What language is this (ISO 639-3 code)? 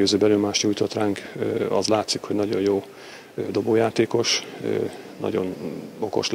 hun